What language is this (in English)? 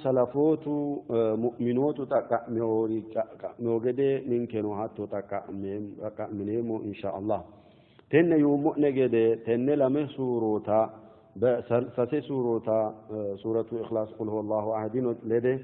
Sidamo